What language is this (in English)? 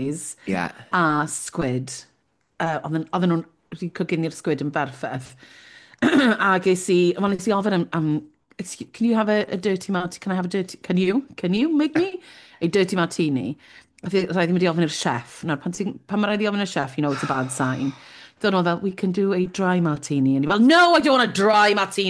Welsh